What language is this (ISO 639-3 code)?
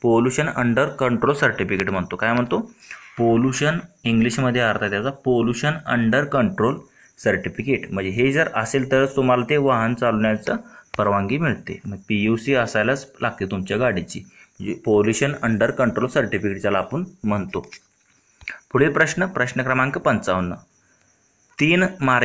mar